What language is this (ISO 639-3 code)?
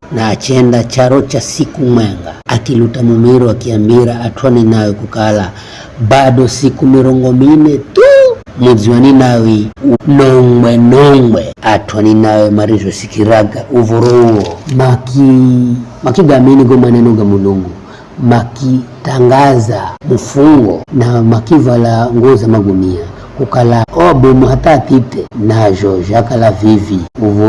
nyf